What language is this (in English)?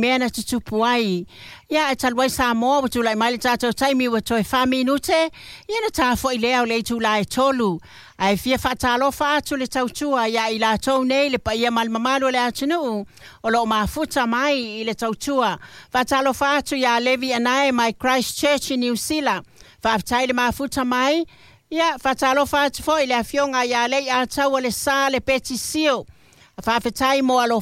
Samoan